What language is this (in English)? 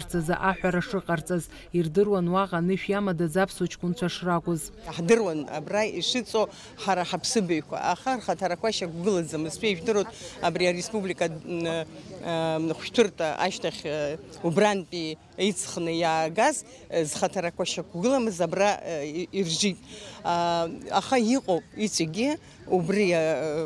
Abkhazian